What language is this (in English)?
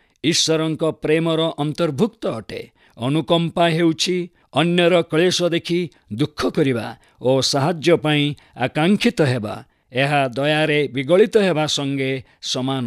Odia